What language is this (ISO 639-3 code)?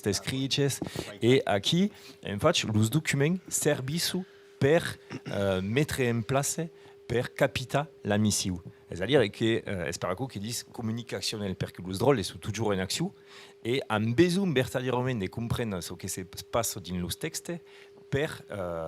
oci